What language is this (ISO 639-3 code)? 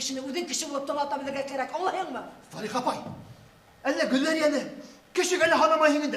bak